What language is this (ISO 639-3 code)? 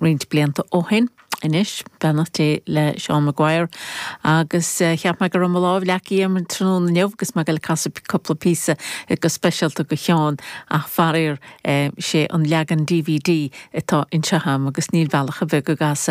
gle